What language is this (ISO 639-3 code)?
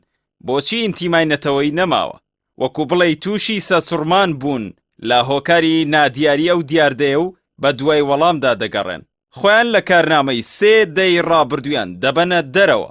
ckb